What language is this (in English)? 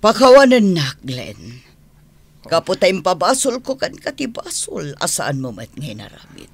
Iloko